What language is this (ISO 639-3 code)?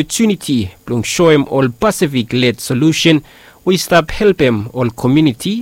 bis